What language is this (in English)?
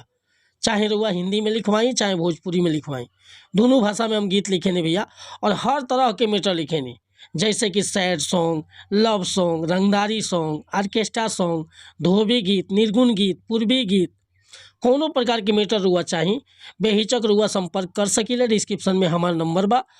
Bhojpuri